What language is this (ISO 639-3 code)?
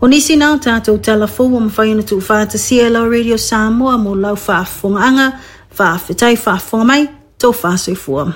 smo